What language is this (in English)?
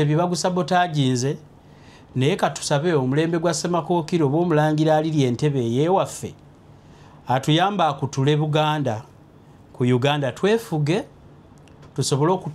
Ganda